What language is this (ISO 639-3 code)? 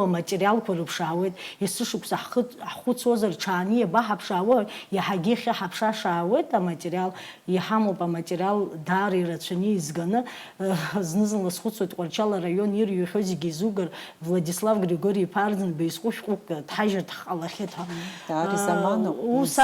abk